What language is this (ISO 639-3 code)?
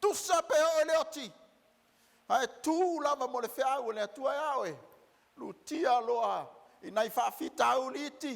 smo